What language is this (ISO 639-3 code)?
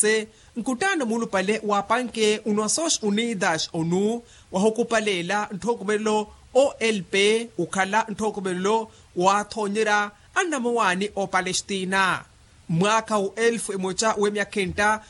vmw